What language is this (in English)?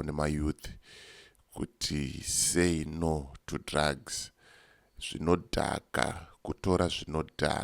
Shona